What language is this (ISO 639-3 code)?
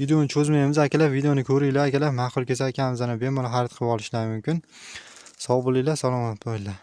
uzb